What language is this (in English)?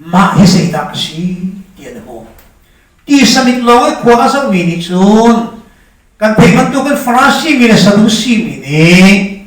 Hakha Chin